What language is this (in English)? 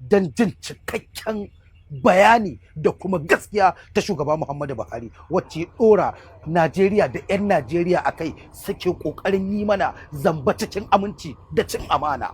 Hausa